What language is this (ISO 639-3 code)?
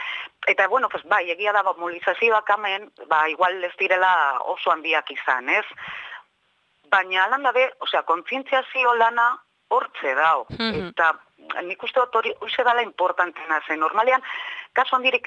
eus